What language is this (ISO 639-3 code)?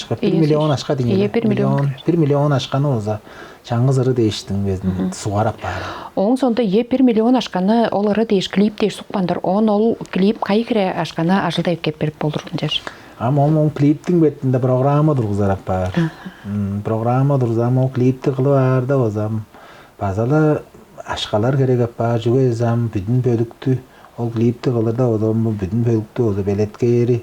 tyv